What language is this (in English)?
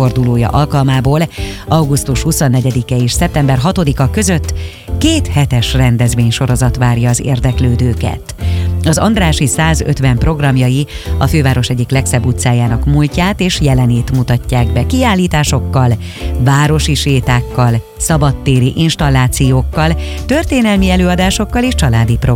Hungarian